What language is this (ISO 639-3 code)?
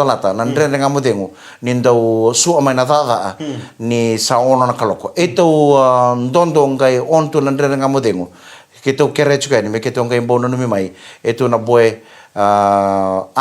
fij